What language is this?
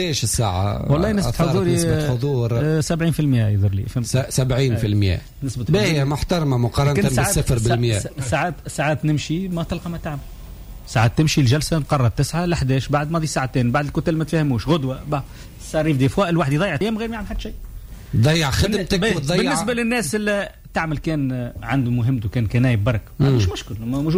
Tunisian Arabic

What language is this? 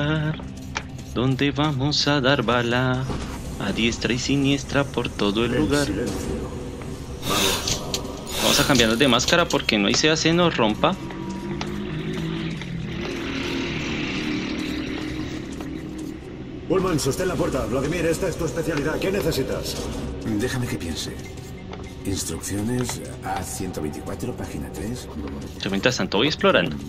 Spanish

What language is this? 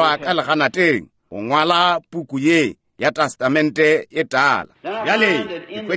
Northern Sotho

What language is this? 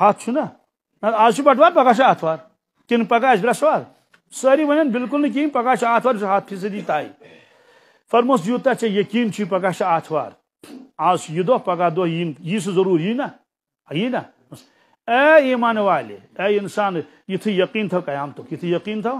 Kashmiri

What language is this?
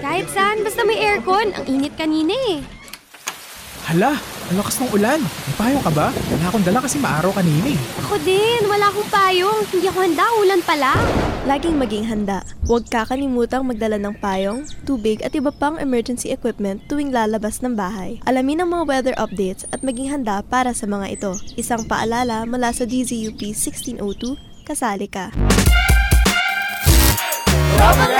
Filipino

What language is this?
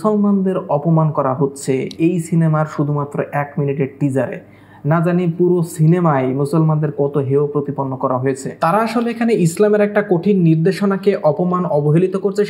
Bangla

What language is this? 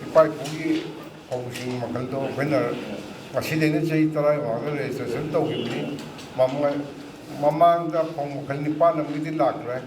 Manipuri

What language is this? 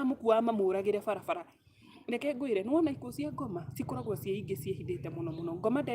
Kikuyu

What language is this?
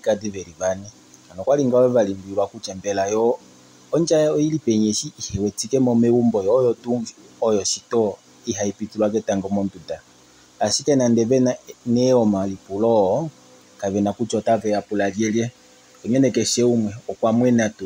Kuanyama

